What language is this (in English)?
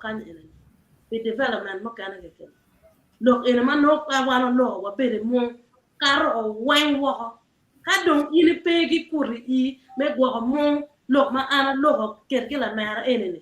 Acoli